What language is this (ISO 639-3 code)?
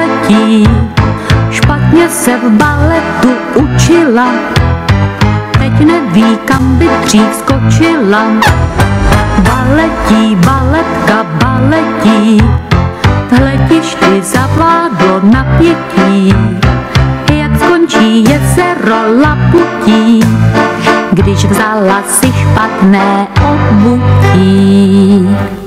ces